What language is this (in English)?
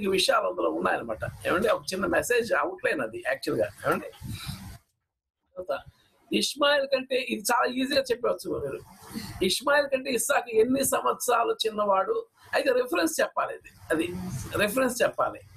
Telugu